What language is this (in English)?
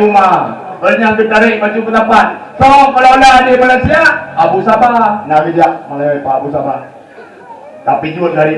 Achinese